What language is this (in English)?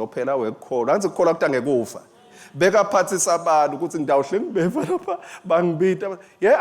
Swati